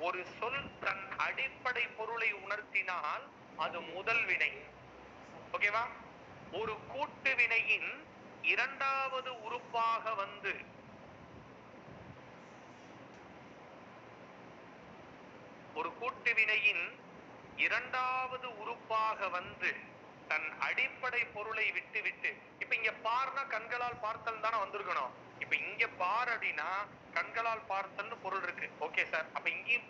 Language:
Tamil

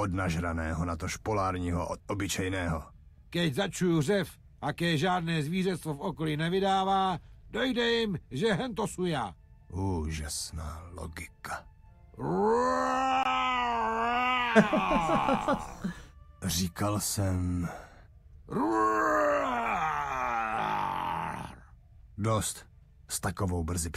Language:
Czech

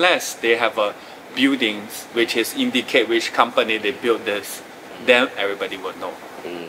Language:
Korean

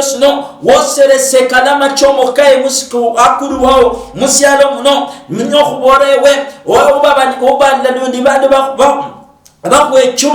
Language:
Luyia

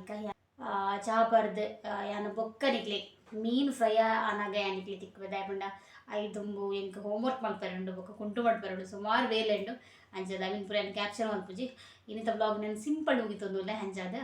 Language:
Tulu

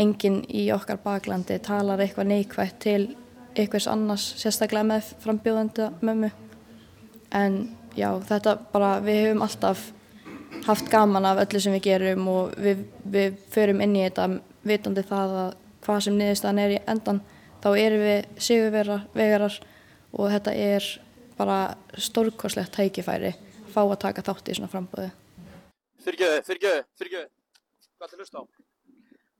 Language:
Icelandic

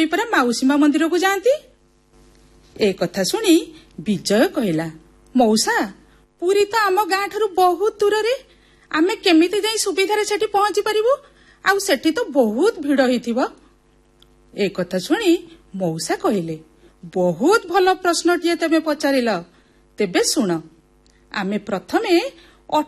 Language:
Odia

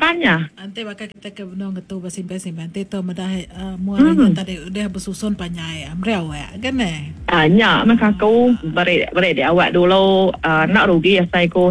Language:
Iban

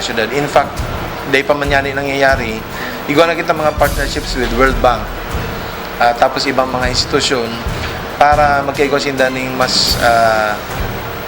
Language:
Bikol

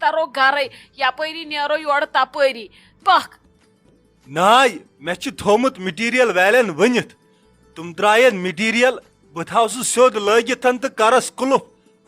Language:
Kashmiri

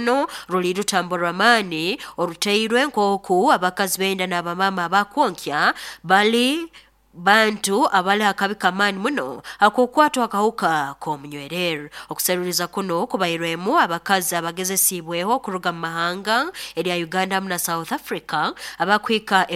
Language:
Nyoro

